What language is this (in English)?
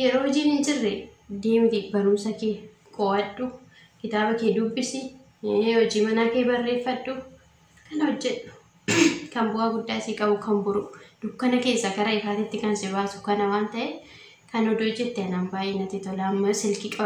Oromo